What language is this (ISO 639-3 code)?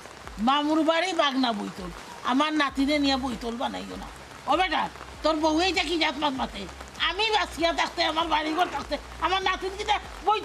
syl